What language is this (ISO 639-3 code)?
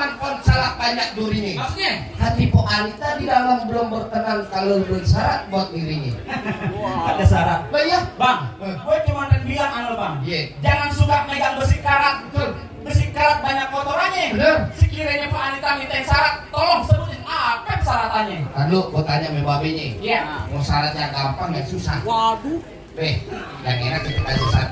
bew